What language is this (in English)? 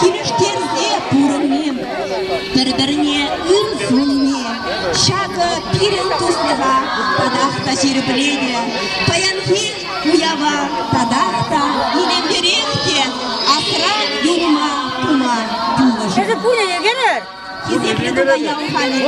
Chuvash